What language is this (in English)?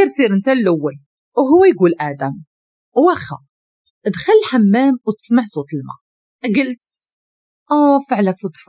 Moroccan Arabic